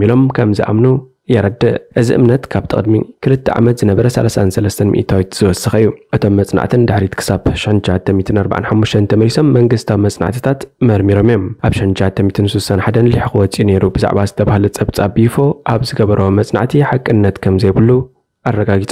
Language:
Tigrinya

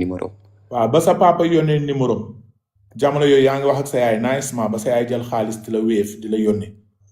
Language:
Wolof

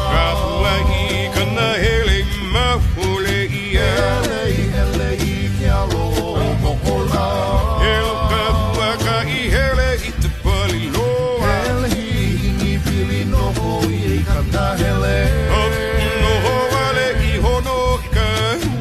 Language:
Hawaiian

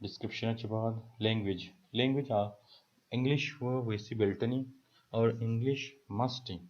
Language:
Baluchi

